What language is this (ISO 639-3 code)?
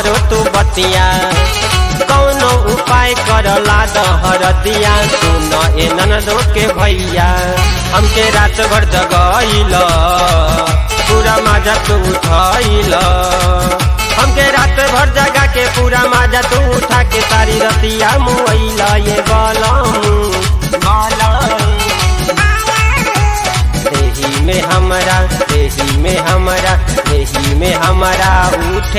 bho